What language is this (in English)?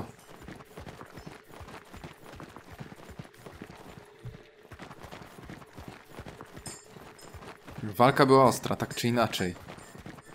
Polish